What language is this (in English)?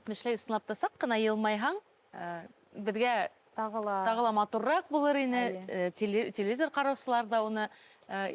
Bashkir